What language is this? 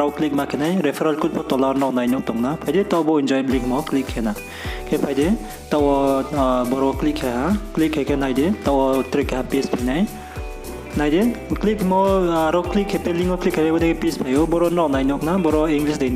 Riang (India)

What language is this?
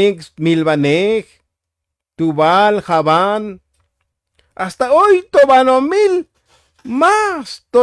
Tzotzil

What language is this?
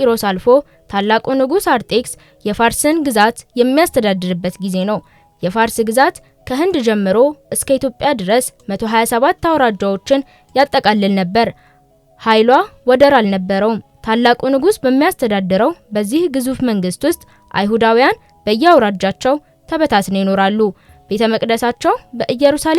Amharic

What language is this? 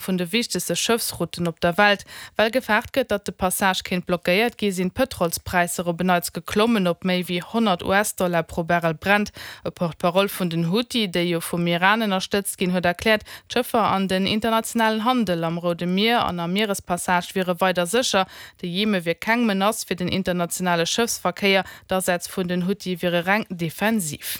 Luxembourgish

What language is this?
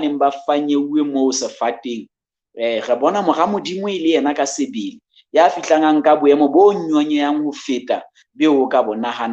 Southern Sotho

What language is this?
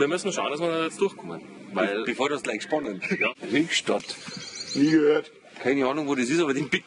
Bavarian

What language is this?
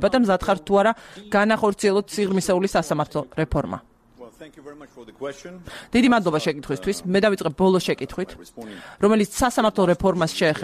Georgian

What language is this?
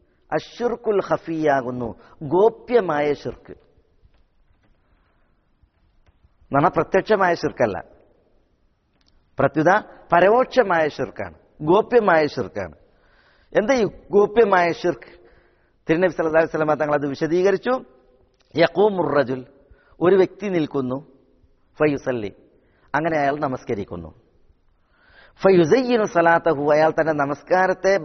Malayalam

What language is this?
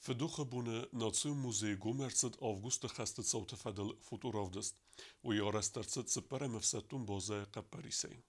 Ossetic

